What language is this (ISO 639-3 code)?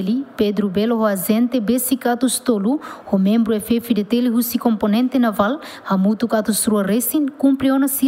tet